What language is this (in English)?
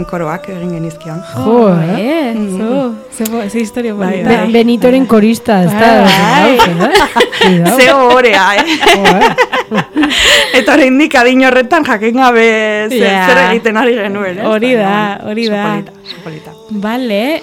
Basque